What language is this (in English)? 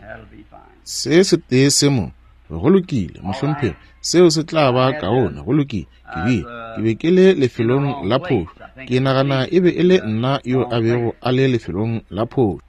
Northern Sotho